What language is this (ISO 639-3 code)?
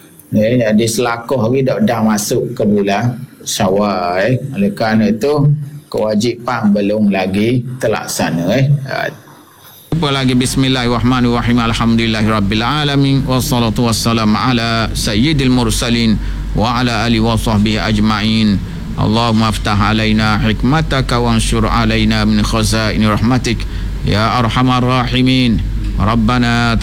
msa